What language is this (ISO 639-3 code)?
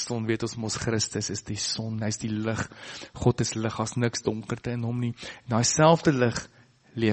afr